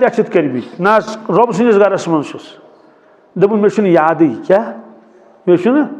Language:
Kashmiri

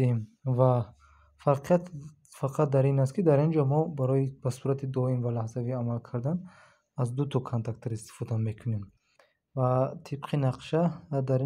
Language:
Tajik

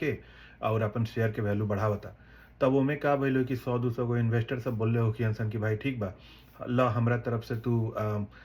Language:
Bhojpuri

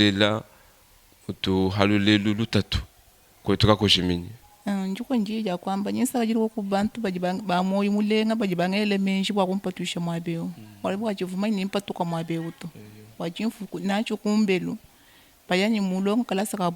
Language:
Luba-Lulua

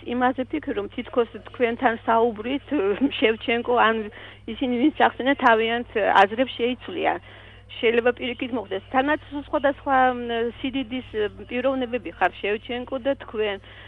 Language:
Georgian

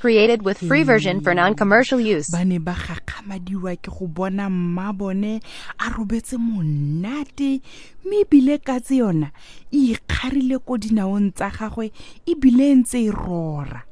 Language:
Tswana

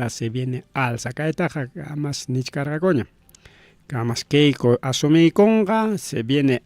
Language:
Ayacucho Quechua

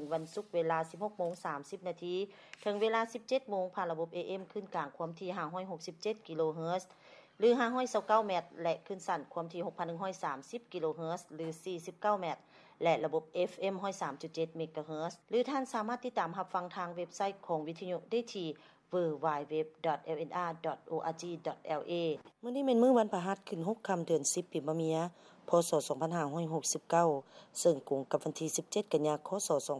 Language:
Lao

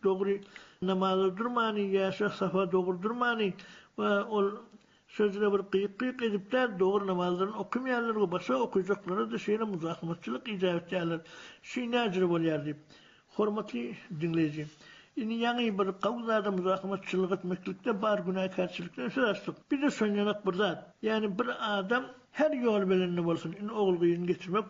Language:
Turkmen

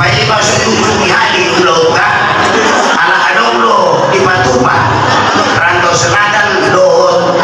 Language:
Batak Toba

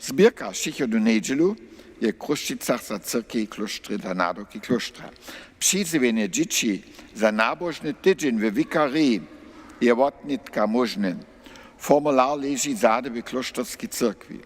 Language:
Upper Sorbian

